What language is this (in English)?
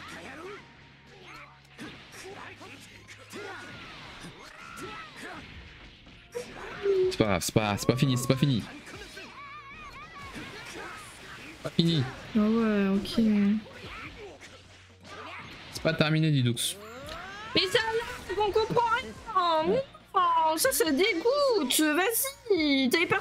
French